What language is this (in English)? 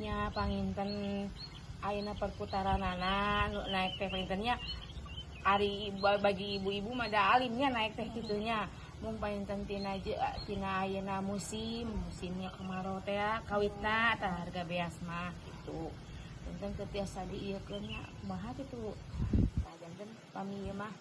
Sundanese